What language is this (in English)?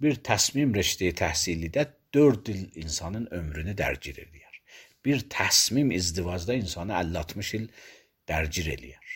Azerbaijani